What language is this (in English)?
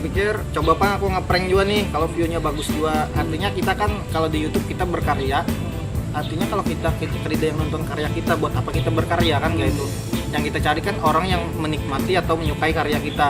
Banjar